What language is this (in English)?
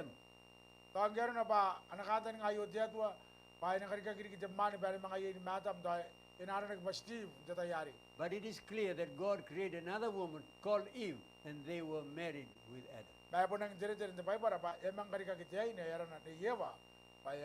Gilbertese